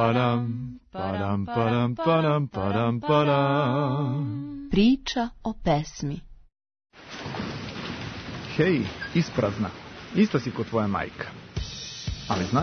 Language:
Serbian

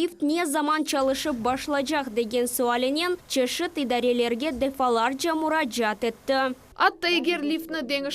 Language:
Crimean Tatar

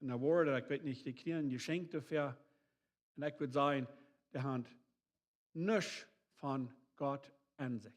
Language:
Plautdietsch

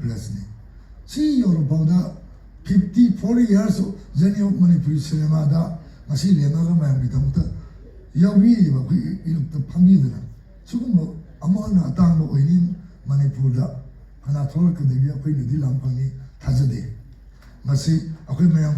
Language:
Manipuri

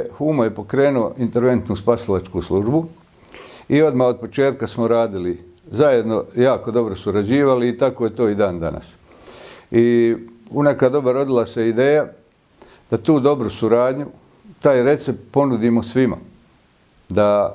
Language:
Bosnian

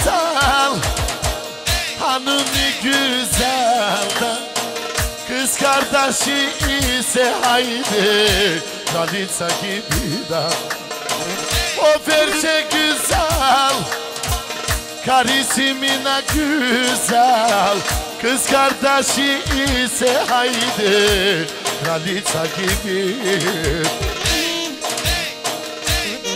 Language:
Turkish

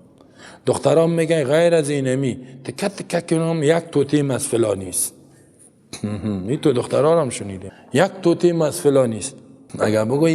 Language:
Persian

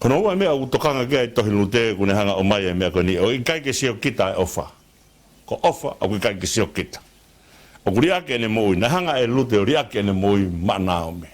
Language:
Tongan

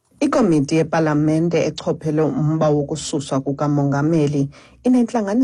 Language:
Xhosa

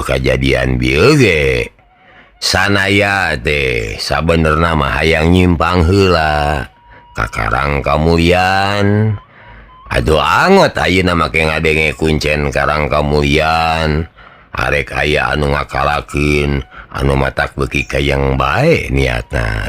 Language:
Sundanese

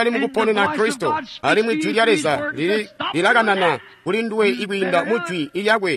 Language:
Tonga (Zambia)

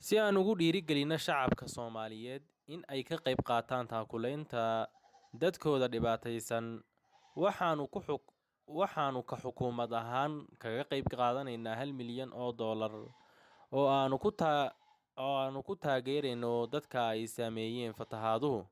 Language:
Somali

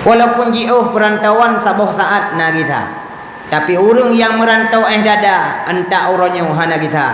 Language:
Achinese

